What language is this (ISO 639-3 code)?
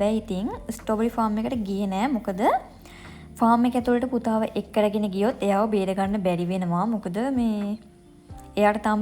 sin